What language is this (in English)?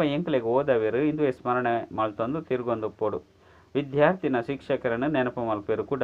Tulu